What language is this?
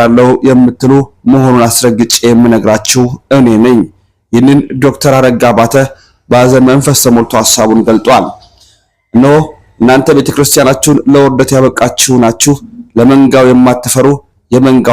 Amharic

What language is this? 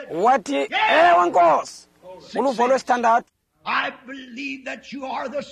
Xhosa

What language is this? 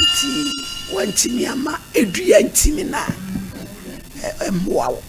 Akan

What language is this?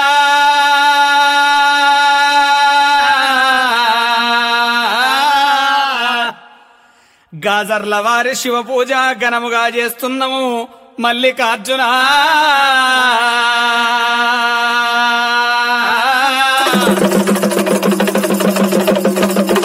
Telugu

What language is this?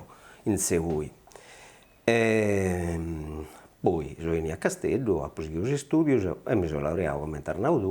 Sardinian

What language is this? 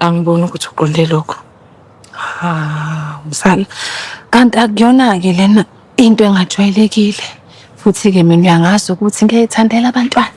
Zulu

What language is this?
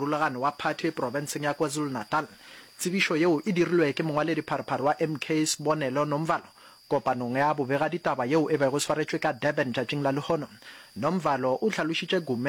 Northern Sotho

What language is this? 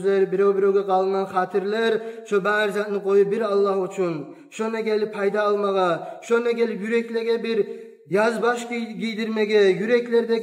Kumyk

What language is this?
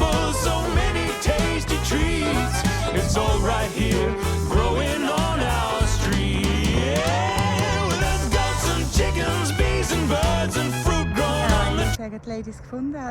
Swiss German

